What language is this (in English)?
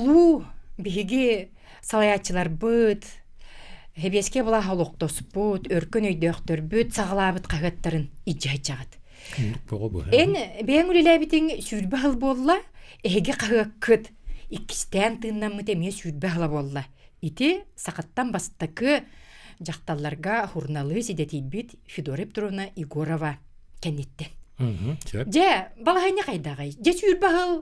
Yakut